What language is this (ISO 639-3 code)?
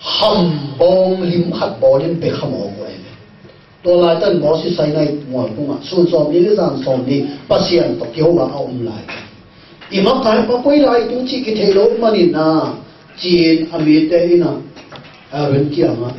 ctd